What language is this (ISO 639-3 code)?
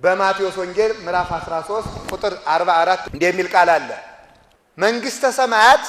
amh